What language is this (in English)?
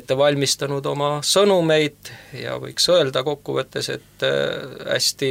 Estonian